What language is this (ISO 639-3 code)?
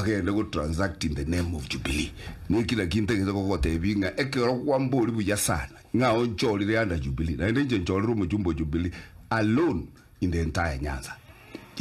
guz